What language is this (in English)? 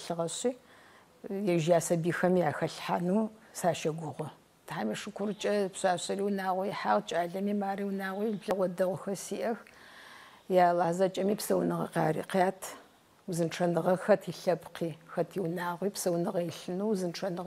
Adyghe